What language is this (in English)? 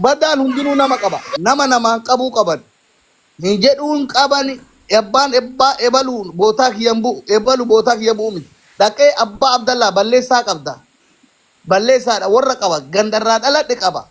Oromo